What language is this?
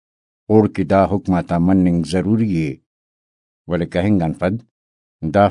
Brahui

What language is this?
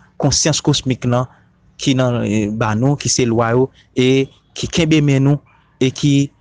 Haitian Creole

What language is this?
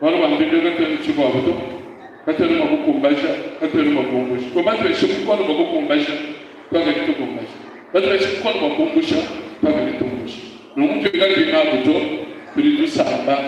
Luba-Lulua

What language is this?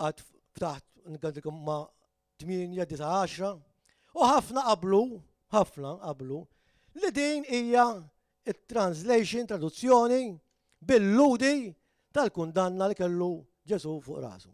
Maltese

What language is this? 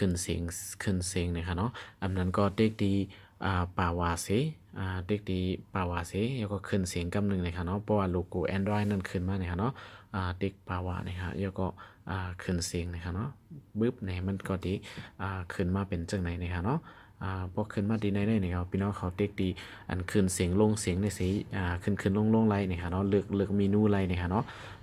Shan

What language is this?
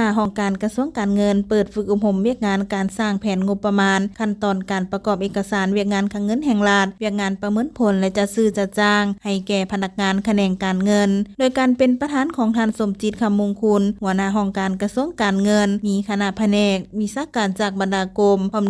Lao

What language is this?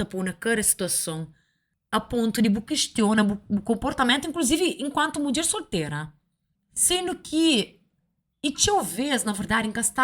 Kabuverdianu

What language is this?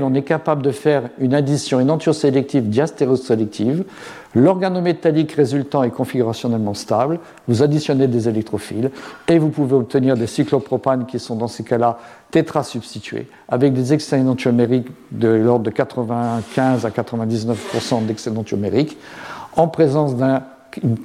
French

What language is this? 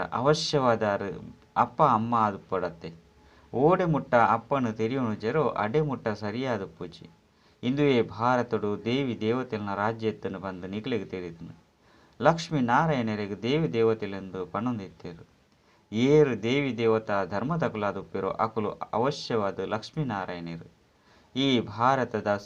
Tulu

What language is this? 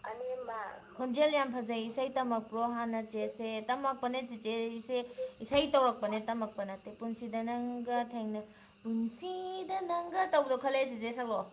Manipuri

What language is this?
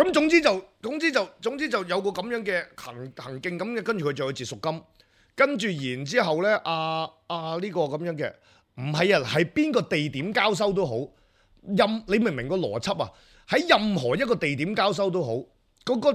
Cantonese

